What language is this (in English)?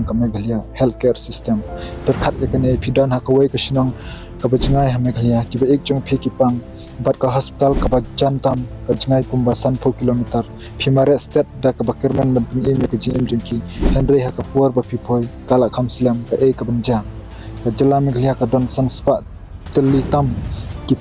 Khasi